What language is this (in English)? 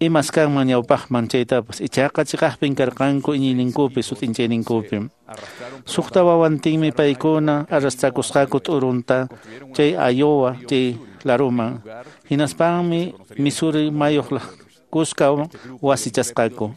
Quechua